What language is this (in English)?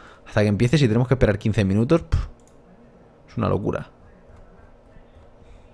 Spanish